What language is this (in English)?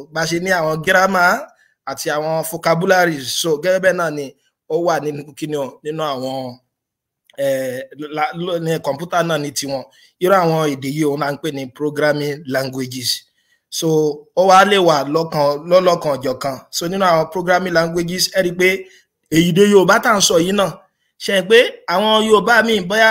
Yoruba